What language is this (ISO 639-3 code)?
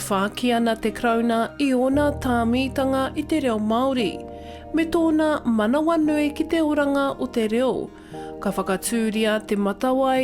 mri